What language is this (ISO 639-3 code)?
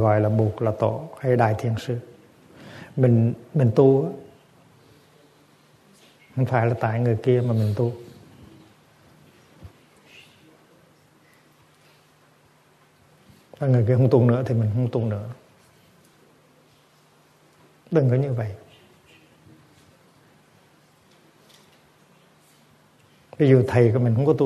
vie